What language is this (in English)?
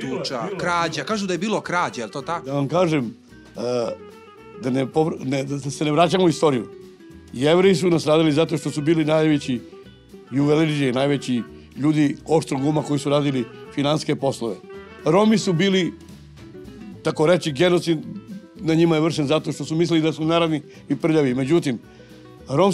Serbian